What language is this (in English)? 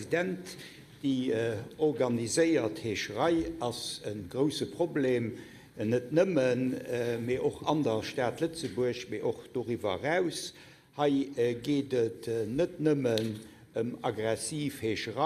Luxembourgish